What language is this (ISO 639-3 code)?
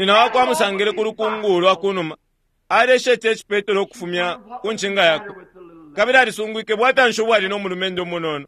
bem